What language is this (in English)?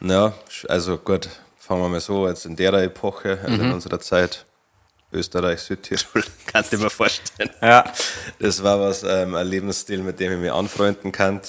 Bavarian